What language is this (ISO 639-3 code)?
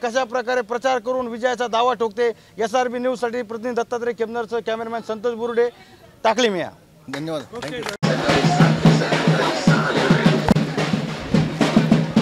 mar